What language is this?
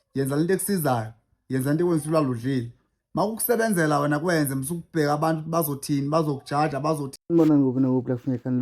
Zulu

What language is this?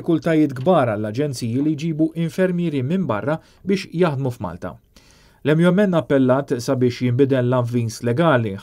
Maltese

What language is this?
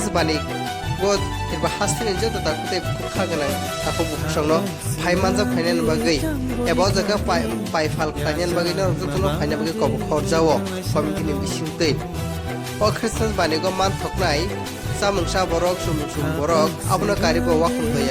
Kok Borok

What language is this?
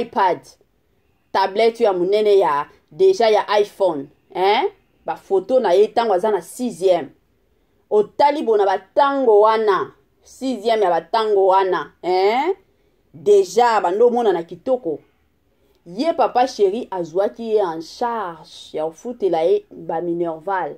Lingala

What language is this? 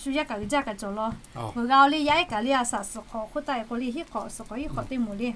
Lahu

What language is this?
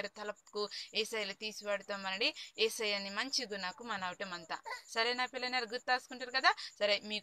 Koya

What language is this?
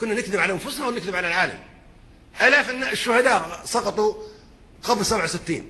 Persian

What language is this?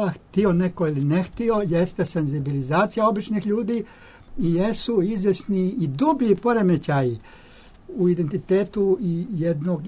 Serbian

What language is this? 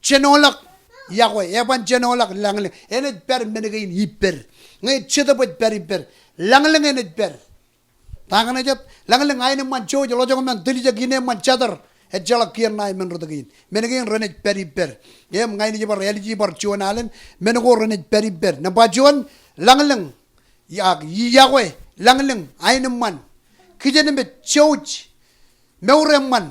Marshallese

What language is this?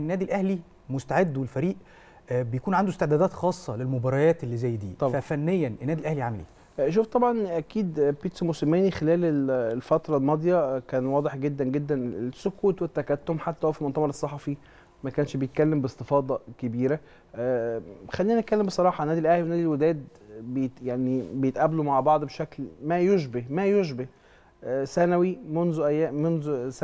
Egyptian Arabic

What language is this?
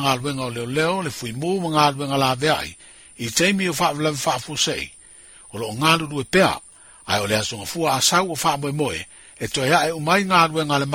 Samoan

